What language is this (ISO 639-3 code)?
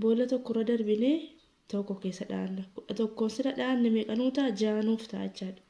orm